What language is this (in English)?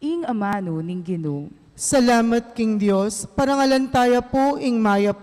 Pampanga